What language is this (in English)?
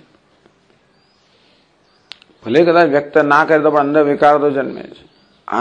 Gujarati